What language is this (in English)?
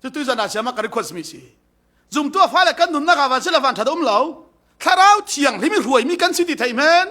Falam Chin